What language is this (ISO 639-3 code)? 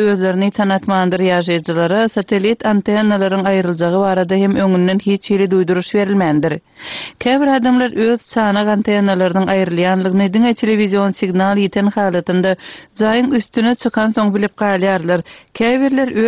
tuk